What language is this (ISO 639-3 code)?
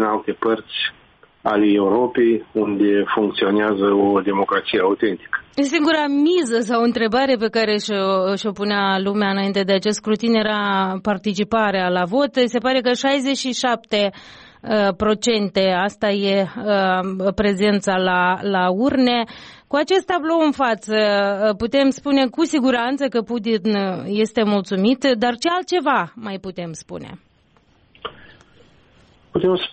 ron